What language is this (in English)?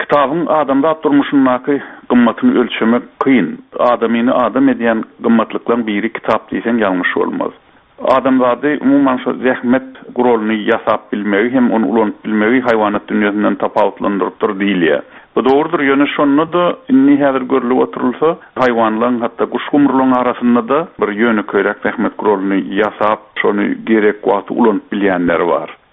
Turkmen